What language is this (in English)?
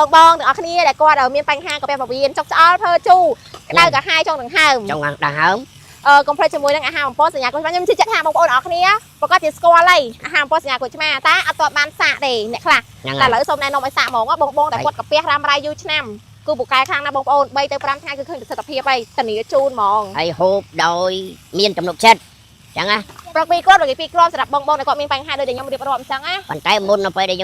Khmer